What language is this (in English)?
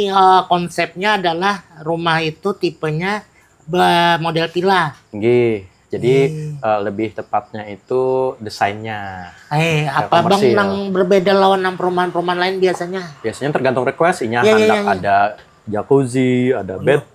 Banjar